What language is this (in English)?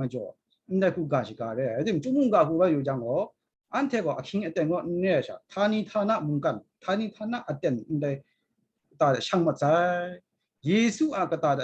Kachin